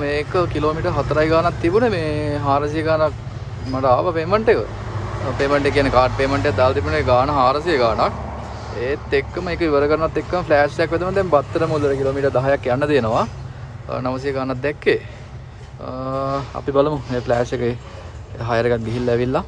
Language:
Sinhala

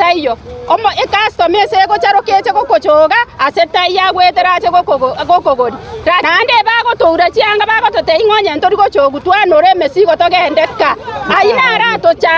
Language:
Gusii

